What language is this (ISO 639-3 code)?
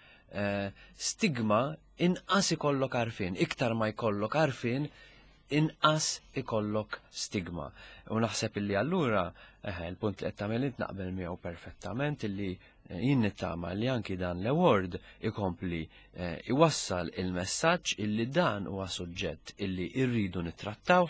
mlt